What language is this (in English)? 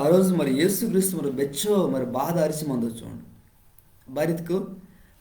Koya